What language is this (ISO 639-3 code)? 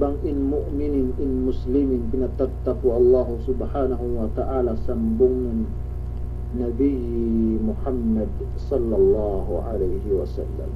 yka